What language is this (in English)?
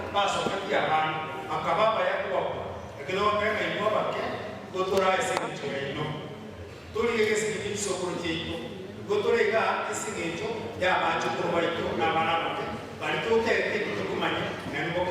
Gusii